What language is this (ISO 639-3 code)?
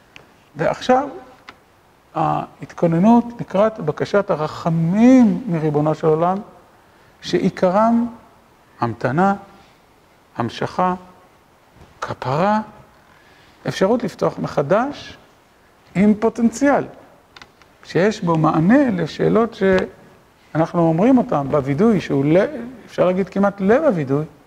heb